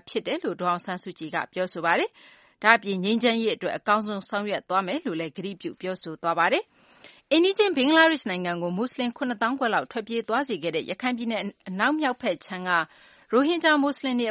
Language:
Burmese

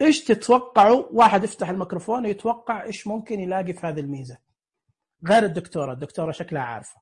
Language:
Najdi Arabic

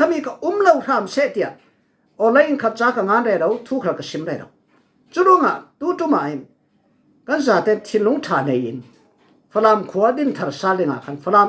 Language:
Falam Chin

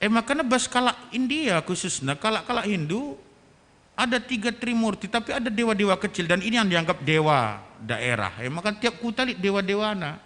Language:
Batak Karo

